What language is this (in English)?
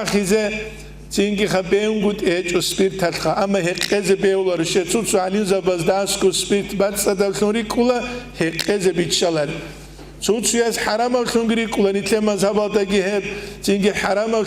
Avaric